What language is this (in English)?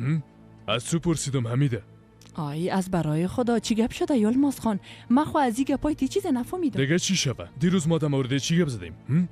Persian